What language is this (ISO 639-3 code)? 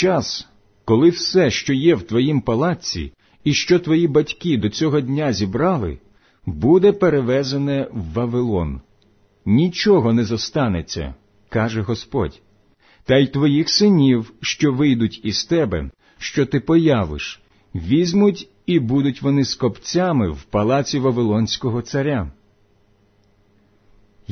ukr